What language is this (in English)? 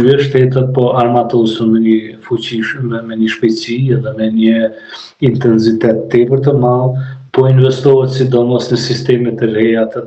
Albanian